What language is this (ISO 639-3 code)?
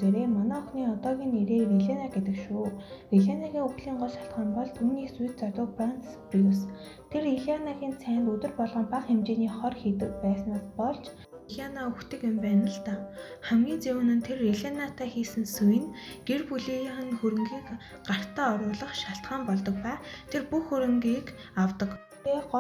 mon